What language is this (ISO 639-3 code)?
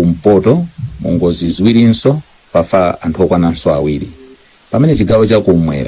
nya